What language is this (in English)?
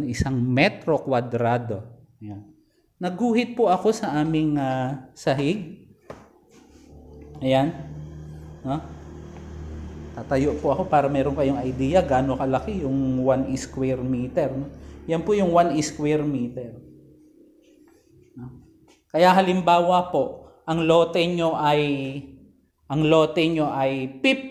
Filipino